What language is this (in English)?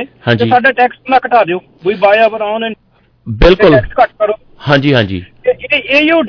Punjabi